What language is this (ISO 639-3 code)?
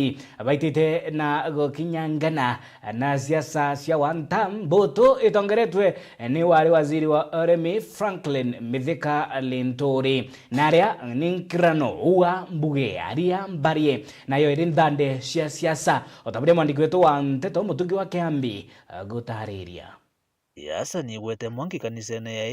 mer